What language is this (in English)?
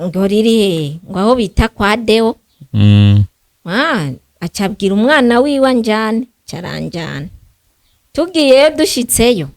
Rundi